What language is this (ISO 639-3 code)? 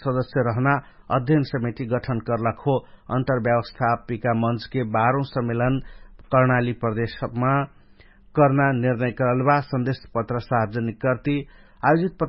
thl